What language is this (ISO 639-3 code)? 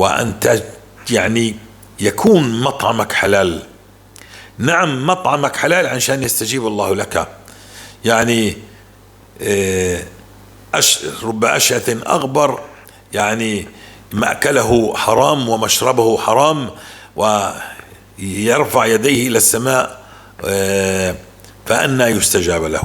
apc